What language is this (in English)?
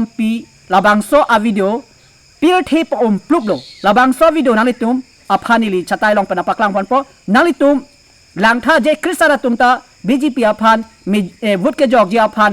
Karbi